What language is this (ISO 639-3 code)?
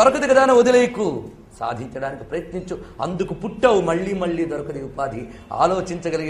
tel